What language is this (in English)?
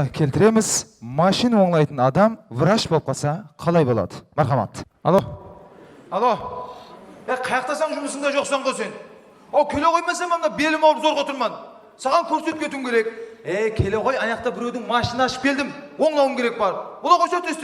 Kara-Kalpak